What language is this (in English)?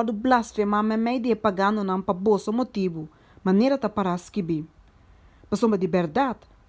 Papiamento